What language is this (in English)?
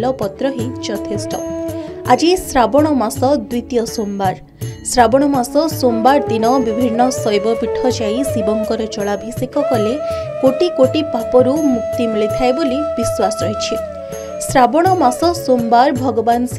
Odia